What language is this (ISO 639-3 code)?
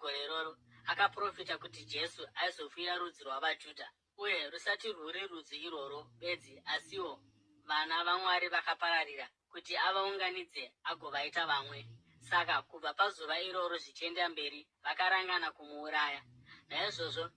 sna